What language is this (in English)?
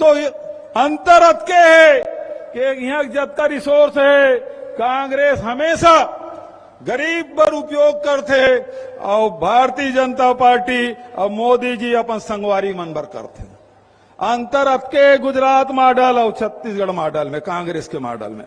Chhattisgarhi